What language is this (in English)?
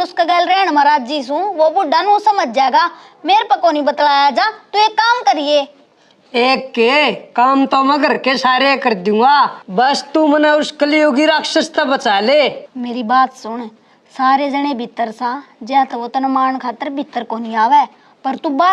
Haryanvi